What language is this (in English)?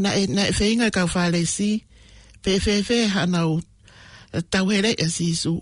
Tongan